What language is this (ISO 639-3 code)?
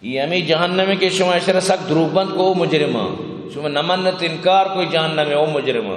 bgp